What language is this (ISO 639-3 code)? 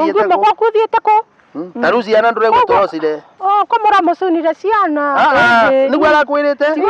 kik